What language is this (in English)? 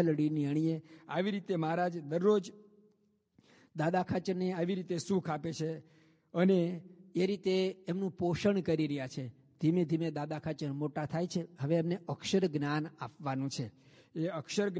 Gujarati